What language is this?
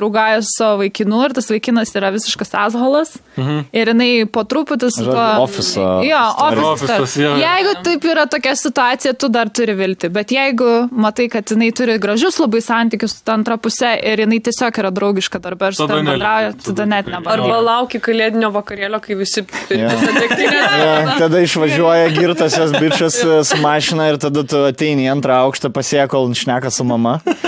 Lithuanian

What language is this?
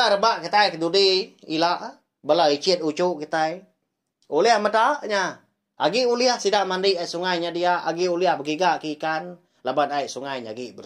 Iban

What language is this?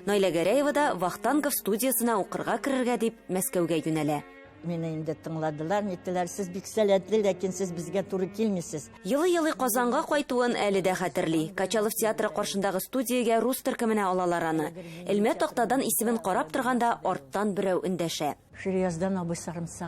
Tatar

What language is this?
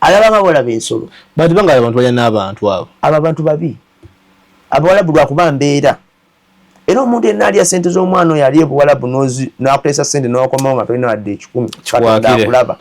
Ganda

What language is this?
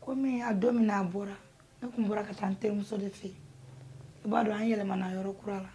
Bambara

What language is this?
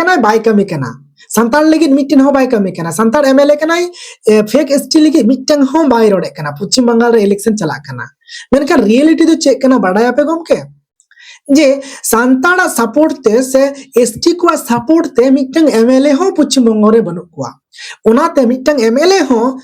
Santali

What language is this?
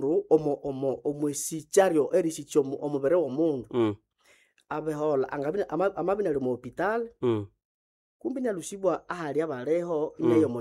Nande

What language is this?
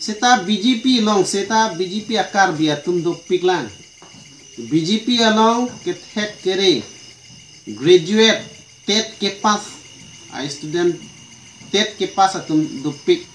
Karbi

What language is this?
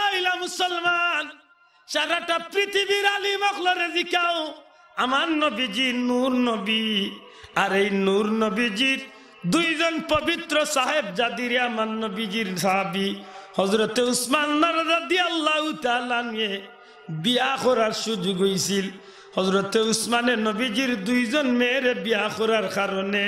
Sylheti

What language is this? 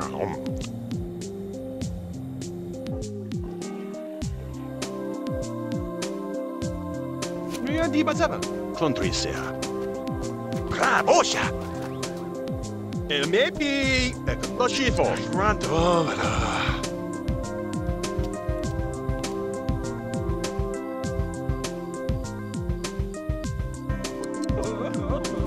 English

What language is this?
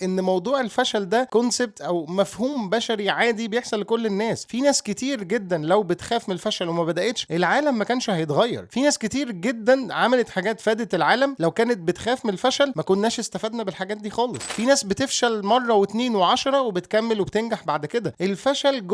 Egyptian Arabic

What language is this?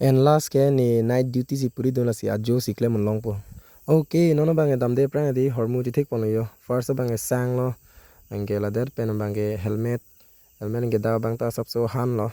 Karbi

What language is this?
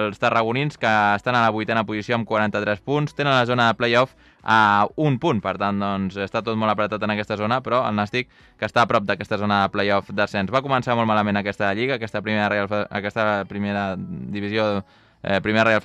Catalan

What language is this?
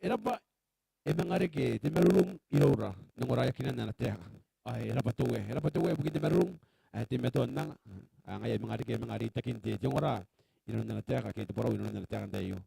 Gilbertese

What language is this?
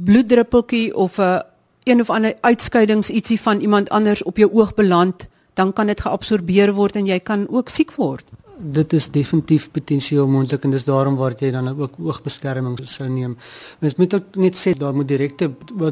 Afrikaans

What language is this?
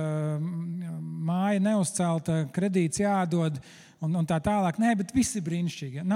Latvian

